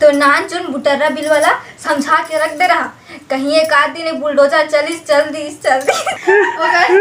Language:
Chhattisgarhi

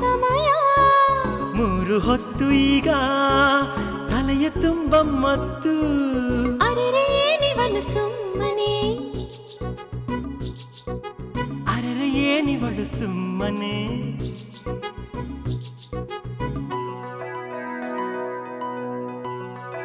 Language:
Kannada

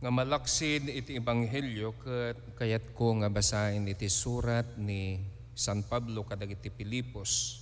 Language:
Iloko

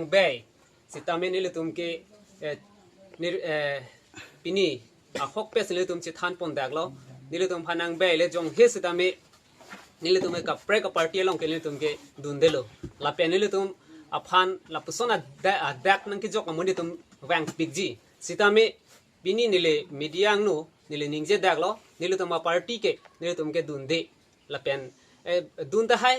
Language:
Karbi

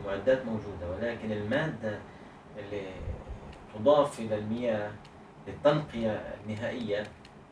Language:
Gulf Arabic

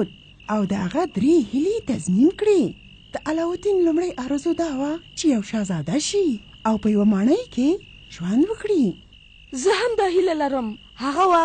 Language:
Pashto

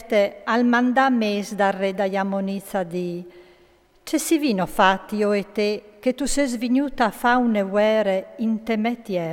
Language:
Friulian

